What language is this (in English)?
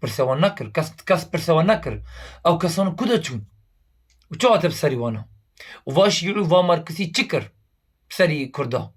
Kurdish